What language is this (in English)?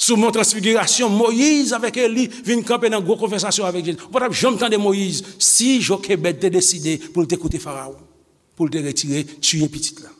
Haitian Creole